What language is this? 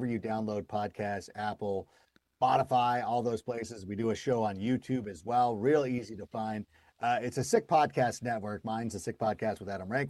English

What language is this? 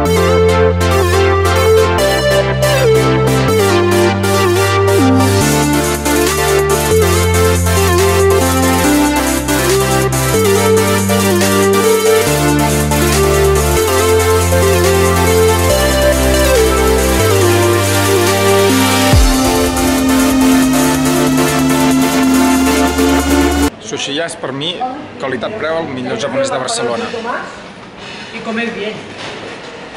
Catalan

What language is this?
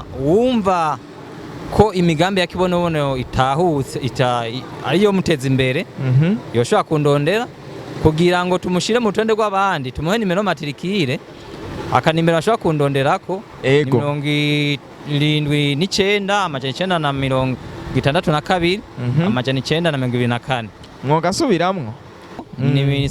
Rundi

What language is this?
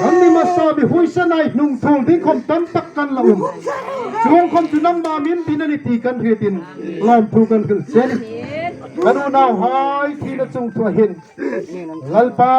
Hmar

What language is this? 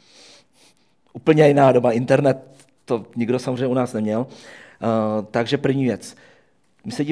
Czech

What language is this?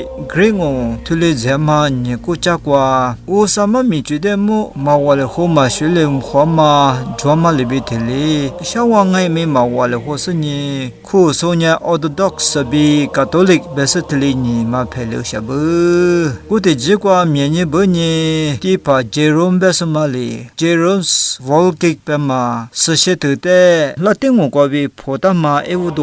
Lisu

